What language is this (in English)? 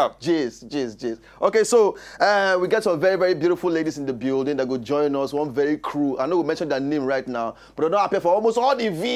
Nigerian Pidgin